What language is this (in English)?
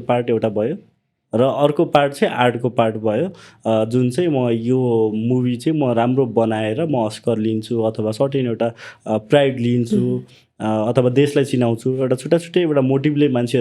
Nepali